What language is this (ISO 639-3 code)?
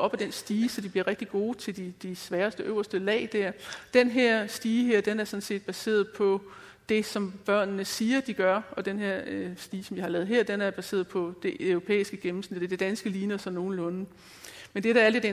dan